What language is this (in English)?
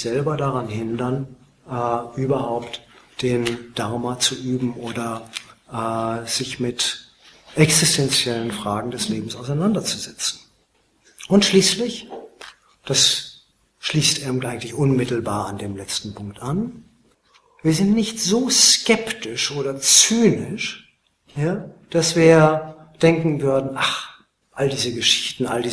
German